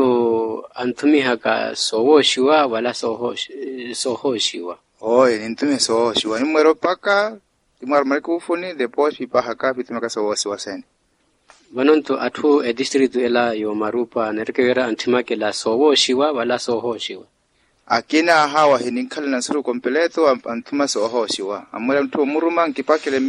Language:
Makhuwa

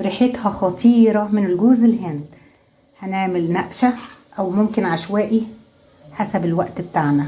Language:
Egyptian Arabic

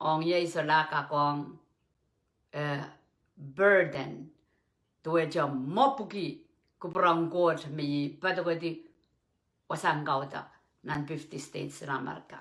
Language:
Pohnpeian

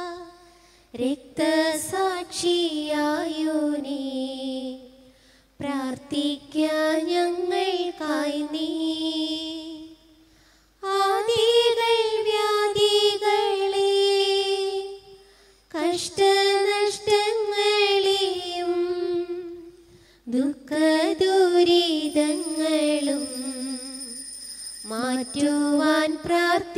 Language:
Malayalam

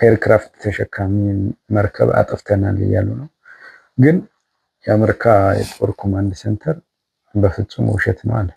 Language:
Amharic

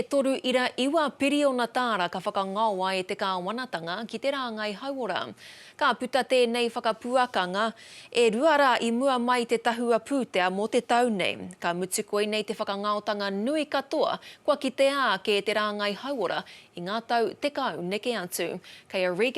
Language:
Māori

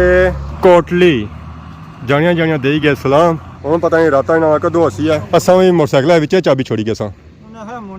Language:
Pahari-Potwari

